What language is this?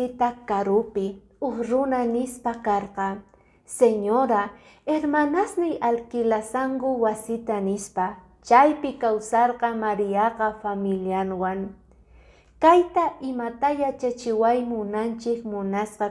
Quechua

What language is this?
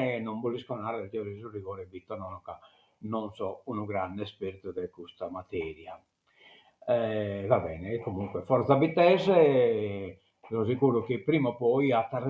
Sardinian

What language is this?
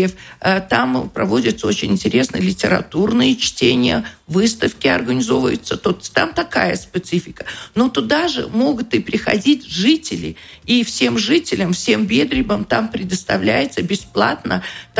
Russian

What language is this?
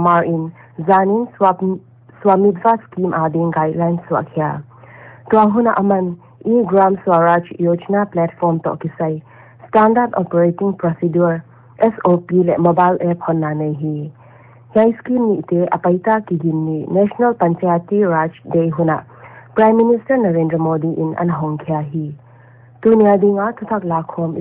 Paite Chin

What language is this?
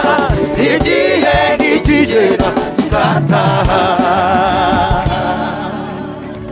Kinyarwanda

